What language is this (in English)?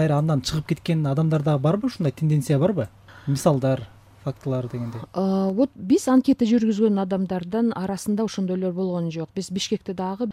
Kyrgyz